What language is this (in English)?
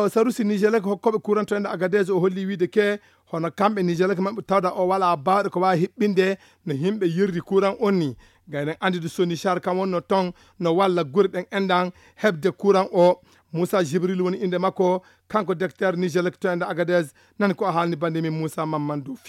Fula